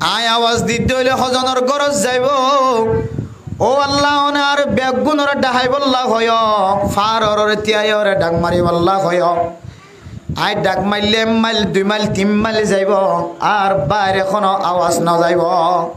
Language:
Rohingya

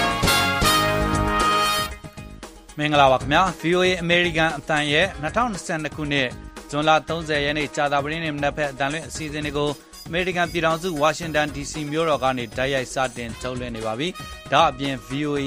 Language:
Burmese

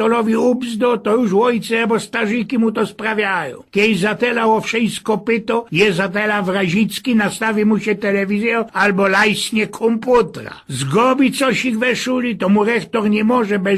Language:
Silesian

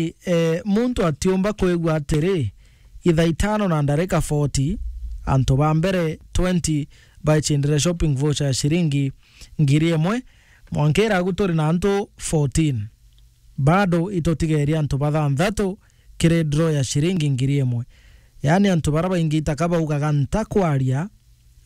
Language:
Meru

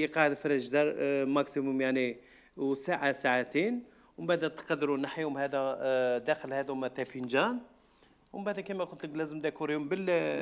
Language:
Algerian Arabic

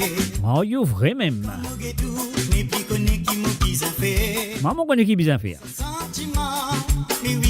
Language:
Morisyen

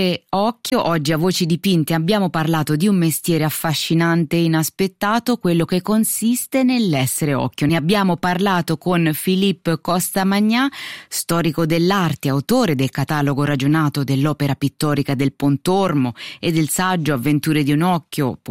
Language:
Italian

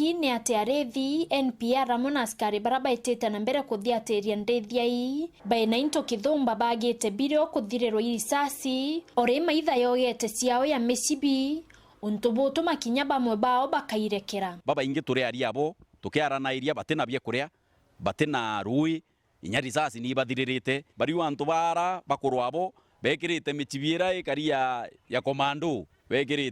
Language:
Meru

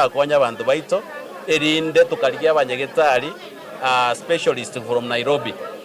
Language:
Gusii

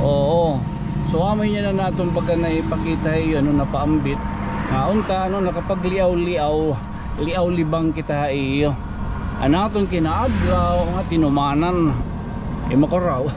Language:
Waray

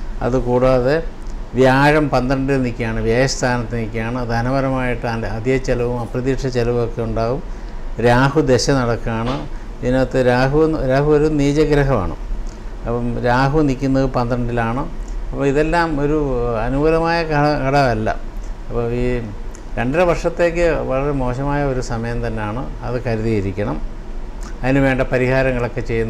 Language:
Malayalam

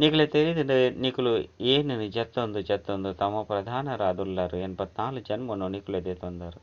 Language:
Tulu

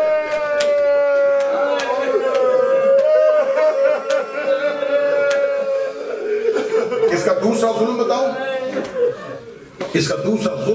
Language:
Urdu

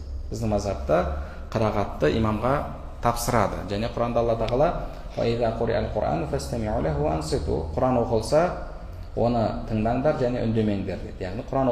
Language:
Kazakh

